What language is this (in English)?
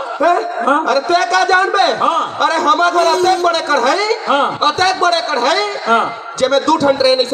Chhattisgarhi